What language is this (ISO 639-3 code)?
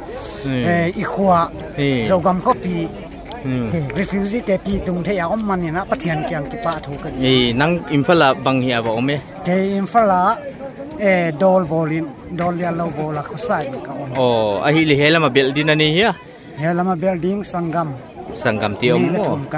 pck